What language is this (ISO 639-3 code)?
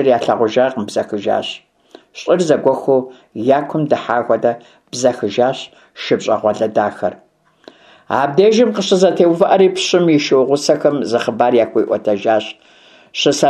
kbd